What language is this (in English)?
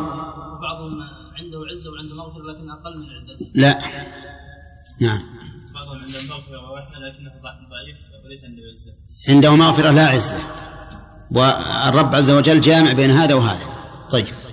Arabic